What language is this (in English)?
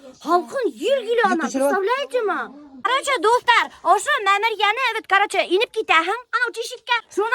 Bashkir